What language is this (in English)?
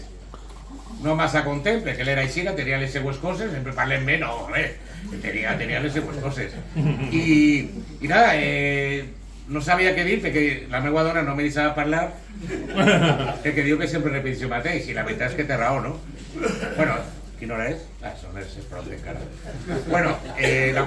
Catalan